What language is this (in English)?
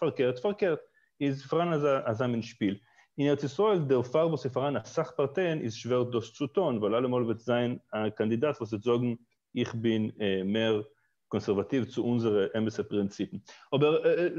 Yiddish